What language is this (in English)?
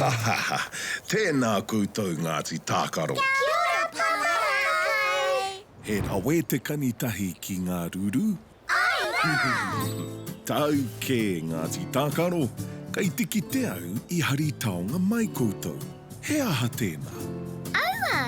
Māori